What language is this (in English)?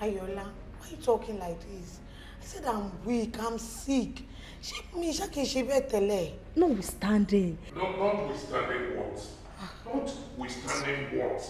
Yoruba